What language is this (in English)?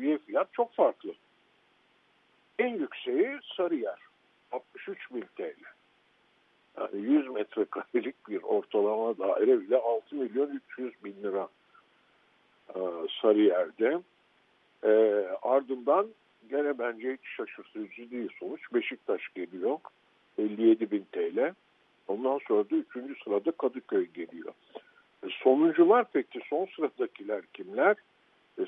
Turkish